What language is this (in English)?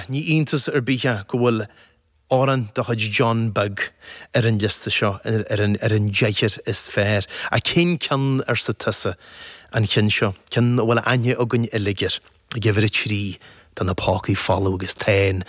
Irish